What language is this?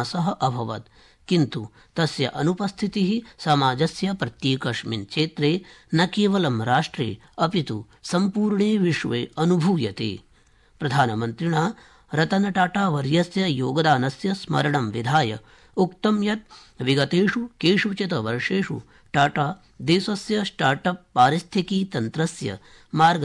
Sanskrit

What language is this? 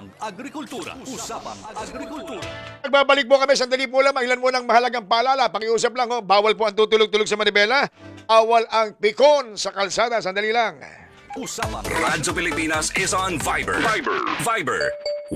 Filipino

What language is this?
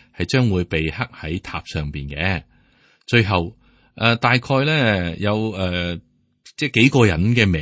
Cantonese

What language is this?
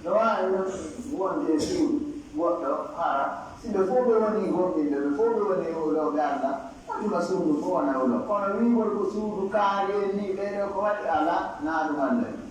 Pular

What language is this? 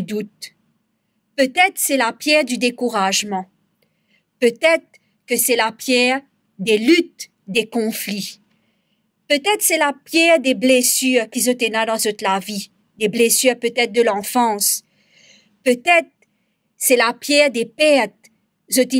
Morisyen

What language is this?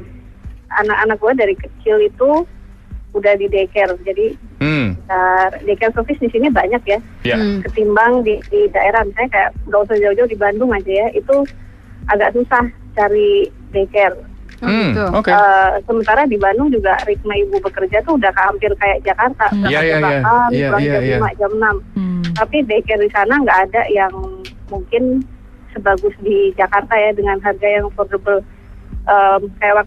Indonesian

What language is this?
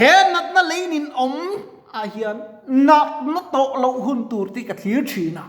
Mizo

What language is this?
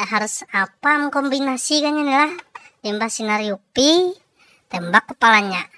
Banjar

